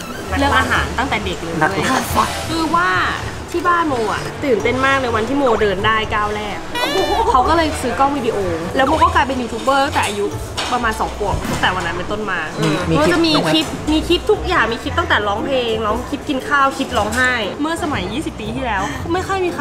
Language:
Thai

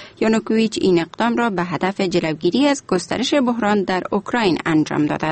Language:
Persian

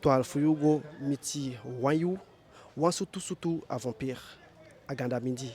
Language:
Eastern Maroon Creole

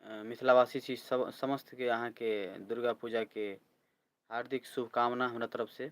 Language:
Maithili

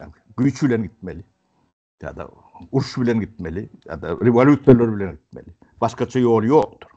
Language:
Turkmen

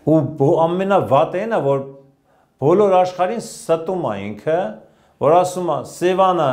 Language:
Armenian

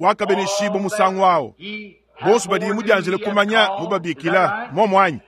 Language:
Luba-Lulua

